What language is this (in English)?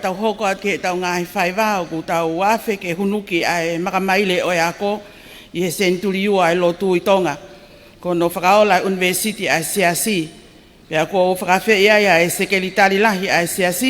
Tongan